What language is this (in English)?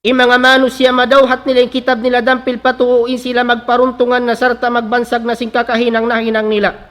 Tausug